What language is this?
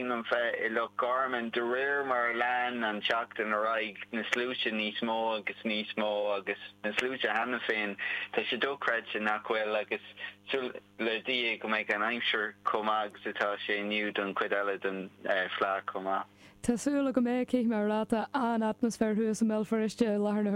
Irish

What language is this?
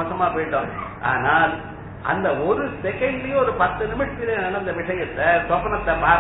Tamil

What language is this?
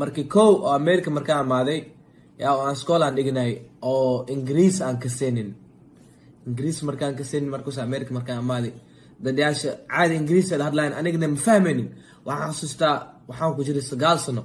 Somali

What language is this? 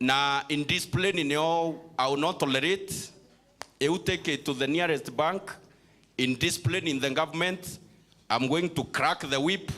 Meru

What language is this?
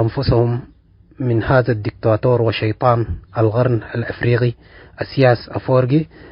Tigre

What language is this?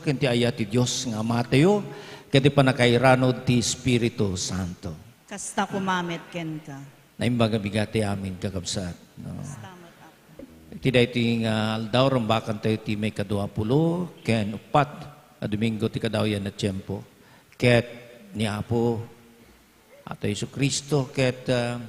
Iloko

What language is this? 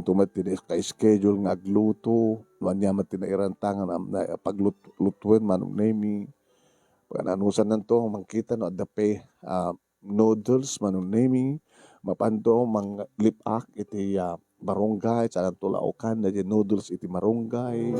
Iloko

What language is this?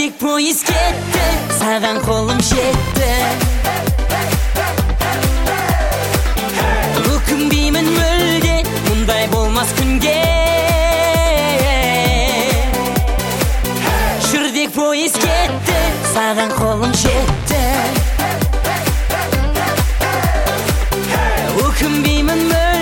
Kazakh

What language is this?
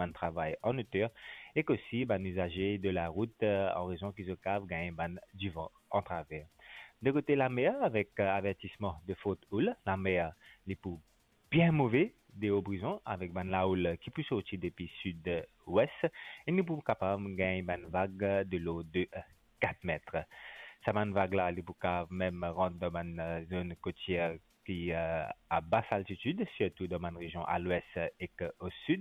Morisyen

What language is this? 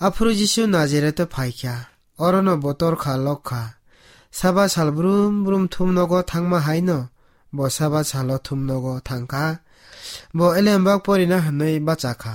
Kok Borok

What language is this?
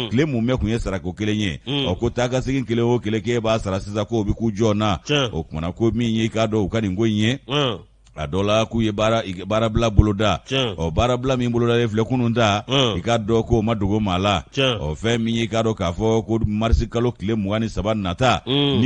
Bambara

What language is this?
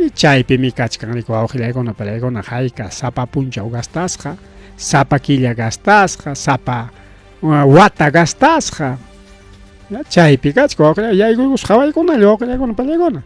Ayacucho Quechua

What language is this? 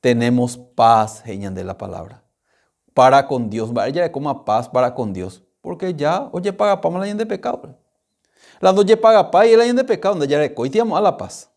Guarani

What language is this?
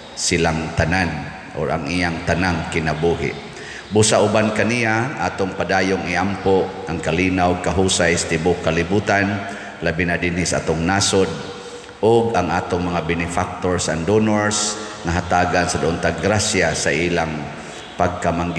Cebuano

